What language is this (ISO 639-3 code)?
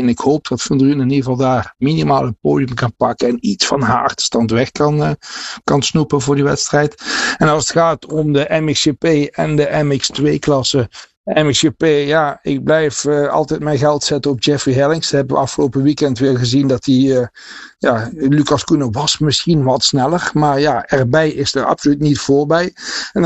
nld